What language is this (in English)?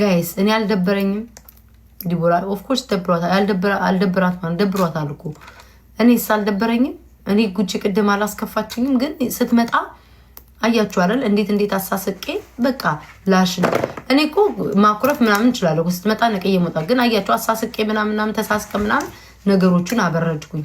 Amharic